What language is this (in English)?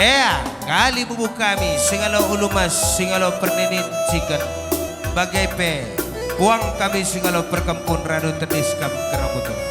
Batak Karo